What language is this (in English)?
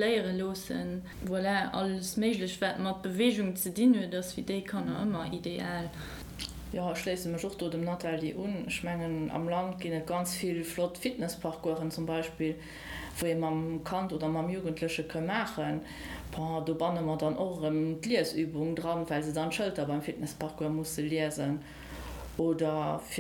Luxembourgish